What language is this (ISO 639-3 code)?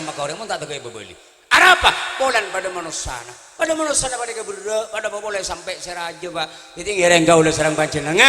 mad